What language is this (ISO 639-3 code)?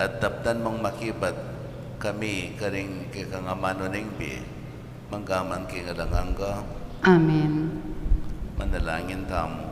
pam